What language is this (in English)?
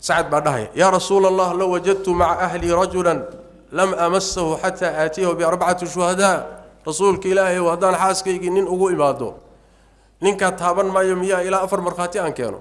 Somali